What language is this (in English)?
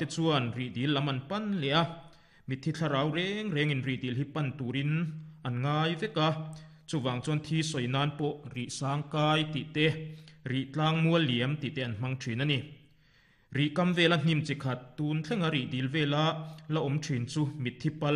Mizo